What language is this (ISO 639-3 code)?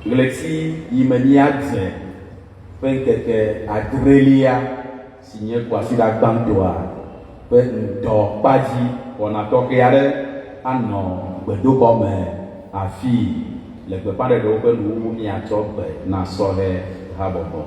ewe